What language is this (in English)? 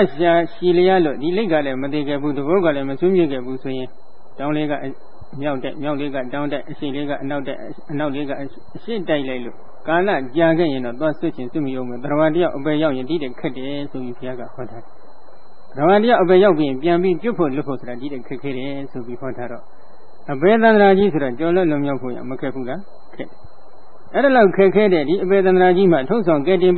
Burmese